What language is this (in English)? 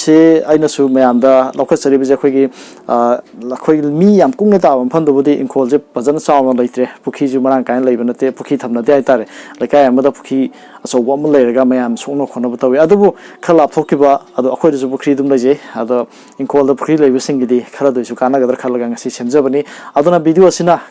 Manipuri